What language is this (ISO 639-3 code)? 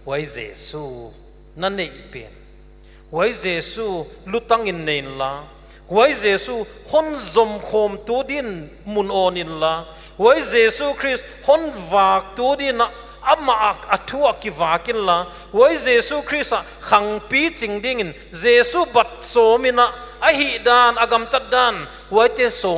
pck